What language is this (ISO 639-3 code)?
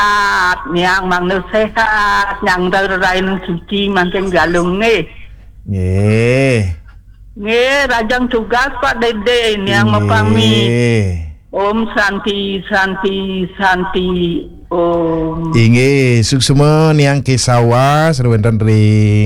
ban